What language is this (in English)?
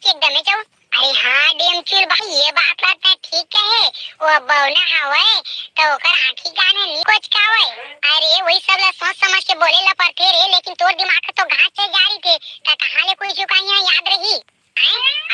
Chhattisgarhi